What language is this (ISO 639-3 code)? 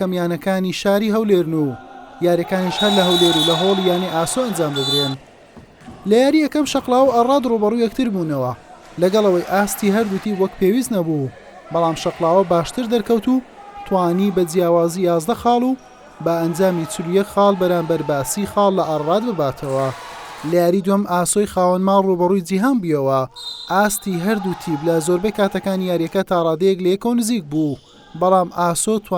ckb